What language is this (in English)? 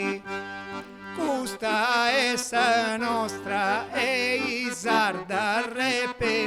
Sardinian